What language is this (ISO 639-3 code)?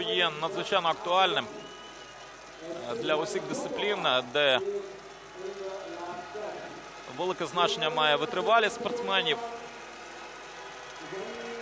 ukr